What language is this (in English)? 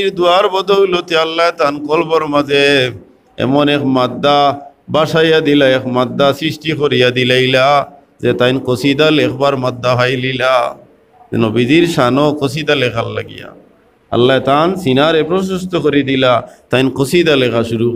Sylheti